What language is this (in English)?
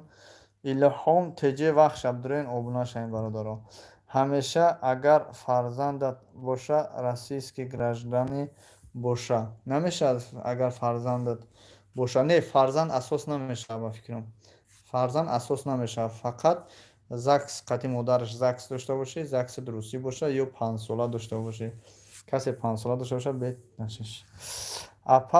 Tajik